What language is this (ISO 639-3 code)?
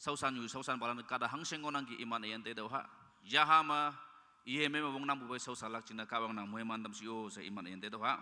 nag